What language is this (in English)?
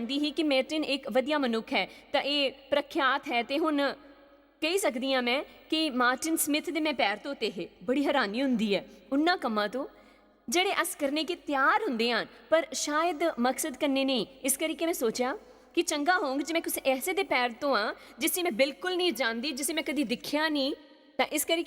Dogri